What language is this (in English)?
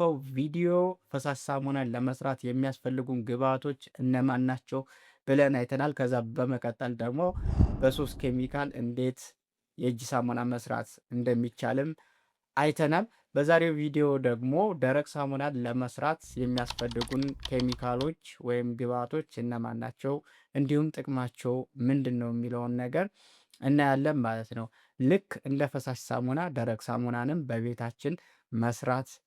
Amharic